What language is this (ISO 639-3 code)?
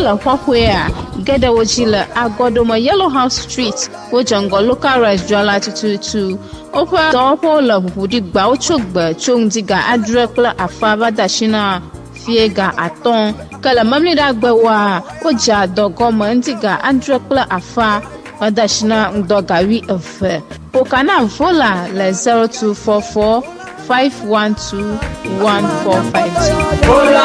ewe